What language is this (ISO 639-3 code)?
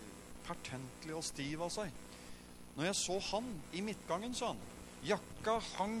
nor